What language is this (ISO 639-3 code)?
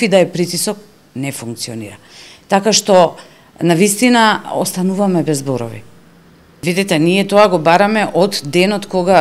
mkd